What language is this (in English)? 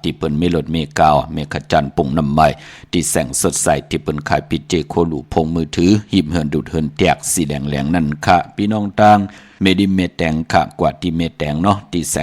Shan